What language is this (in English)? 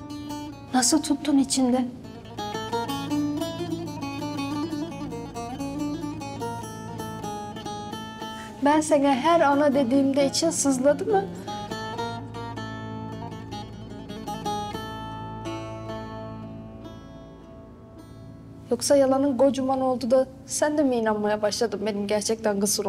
Turkish